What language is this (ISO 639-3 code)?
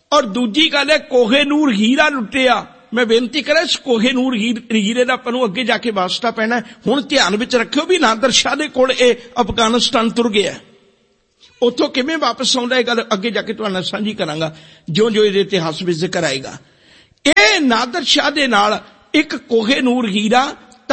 pan